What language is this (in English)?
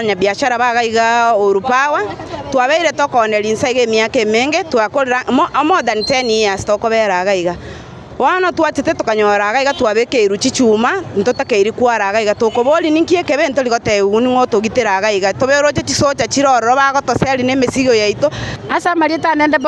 Gusii